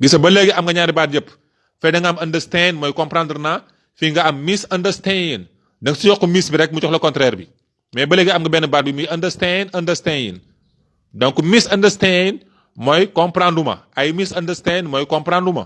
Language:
Wolof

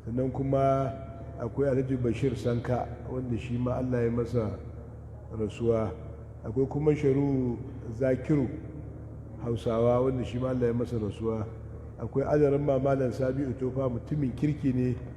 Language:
Hausa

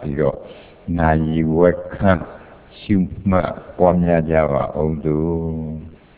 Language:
Burmese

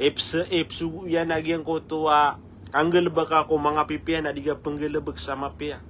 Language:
Maranao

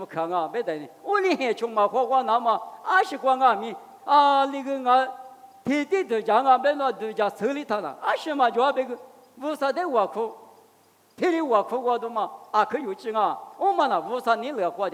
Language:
Lisu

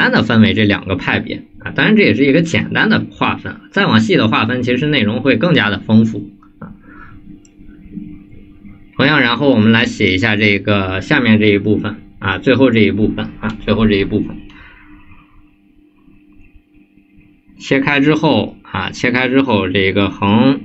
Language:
Chinese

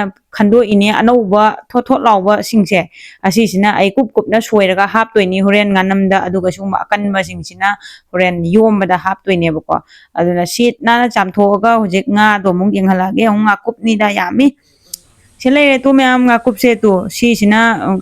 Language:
Manipuri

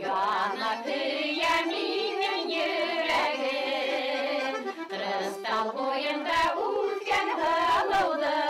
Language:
Bashkir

